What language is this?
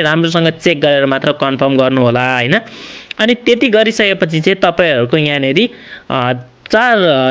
Nepali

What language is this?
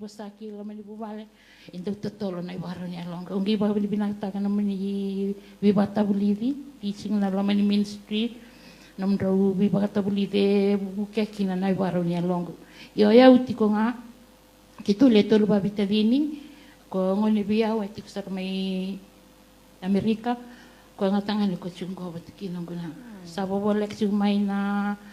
Fijian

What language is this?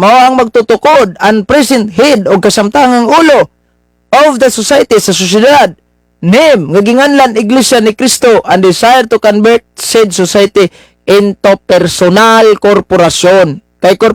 Cebuano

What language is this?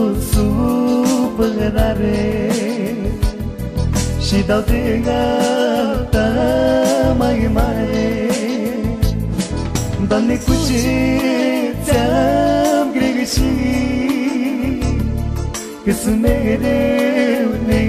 Romanian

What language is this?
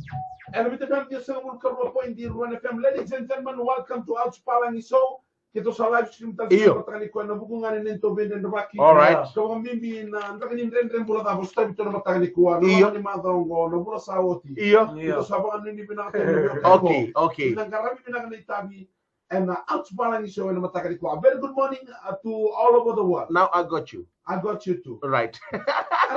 Fijian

